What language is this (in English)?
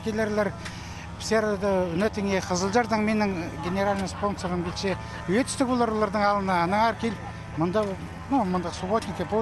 Khakas